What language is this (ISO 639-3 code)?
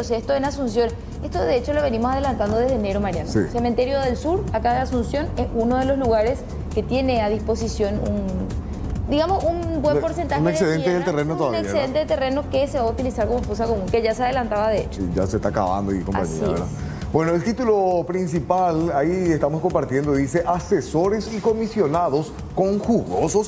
spa